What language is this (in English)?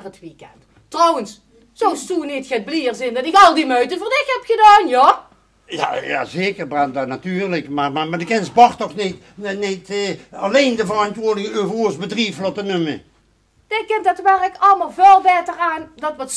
Limburgish